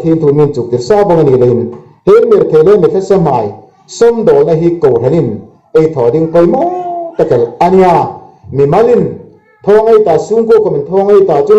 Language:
Hmar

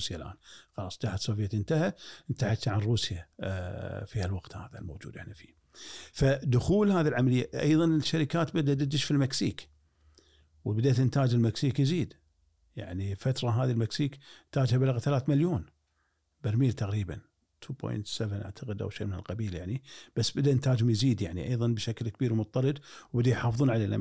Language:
Gulf Arabic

